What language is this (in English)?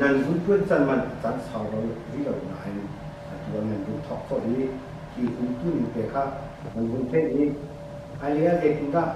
Hakha Chin